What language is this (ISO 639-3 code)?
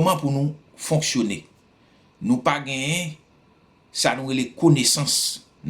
hat